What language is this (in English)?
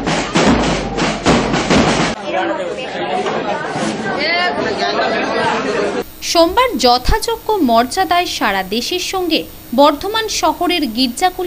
Bangla